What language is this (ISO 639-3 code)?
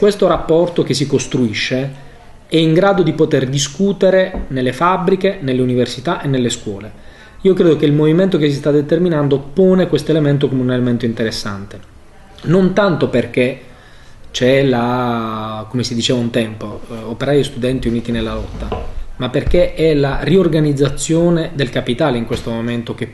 ita